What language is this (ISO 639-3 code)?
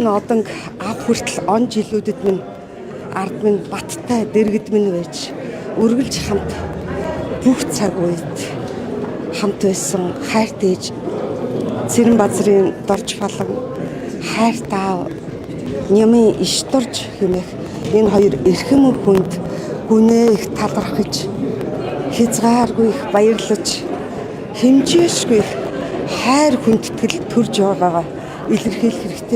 mon